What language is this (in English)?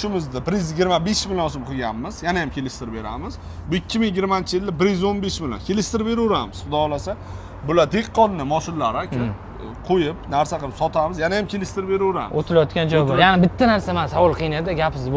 Uzbek